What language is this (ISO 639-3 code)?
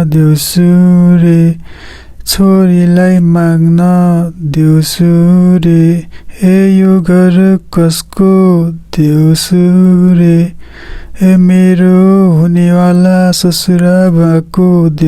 nep